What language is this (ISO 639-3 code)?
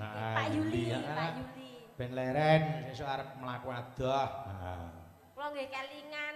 jav